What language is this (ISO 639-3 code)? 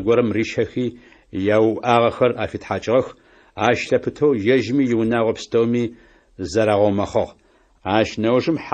ady